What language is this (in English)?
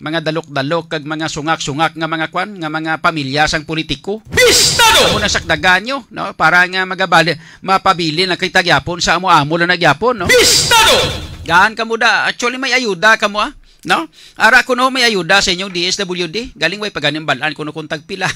Hiligaynon